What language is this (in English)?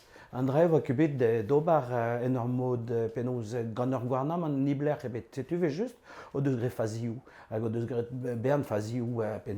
Breton